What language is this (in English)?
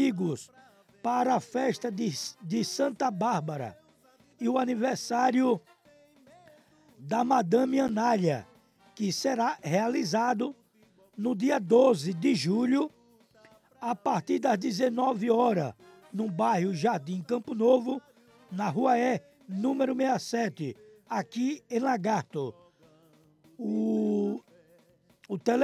Portuguese